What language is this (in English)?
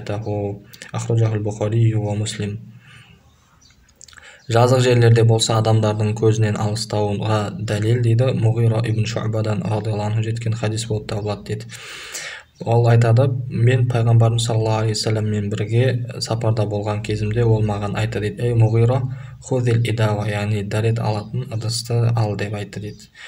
Kazakh